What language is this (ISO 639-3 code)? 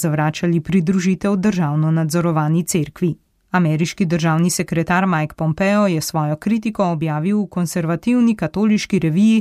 slv